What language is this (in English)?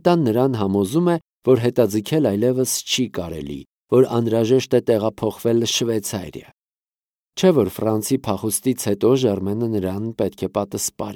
Armenian